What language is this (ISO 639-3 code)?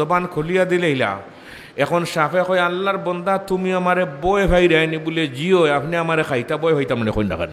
syl